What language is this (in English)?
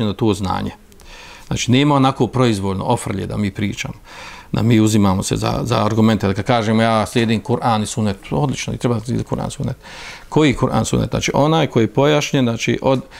Bosnian